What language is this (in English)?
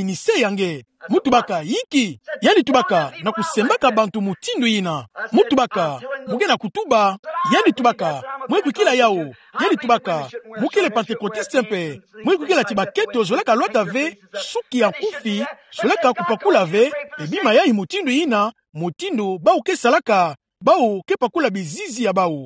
Kituba (Democratic Republic of Congo)